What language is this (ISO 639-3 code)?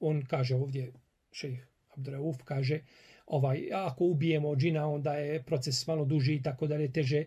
bos